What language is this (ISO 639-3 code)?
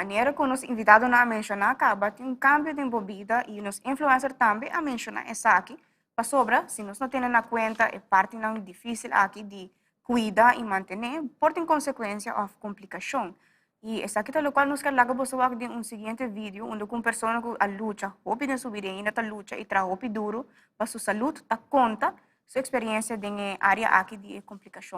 pap